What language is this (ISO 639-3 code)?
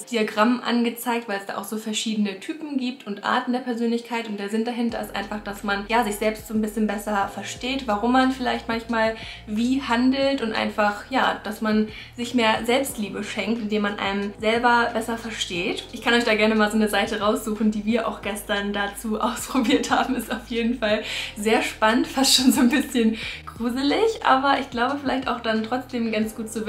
deu